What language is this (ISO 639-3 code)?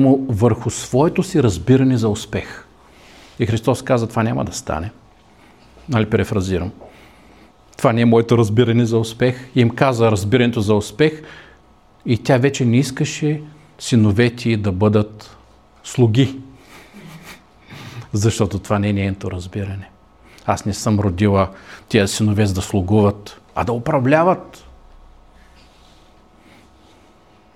bul